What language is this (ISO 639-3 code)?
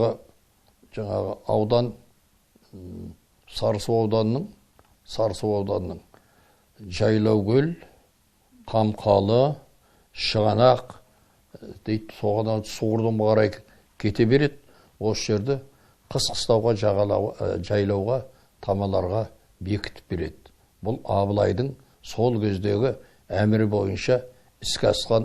kaz